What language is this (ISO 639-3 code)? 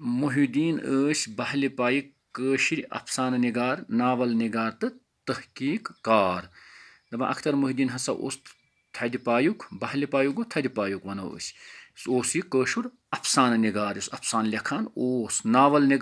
kas